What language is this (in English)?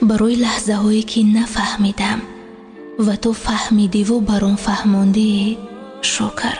Tajik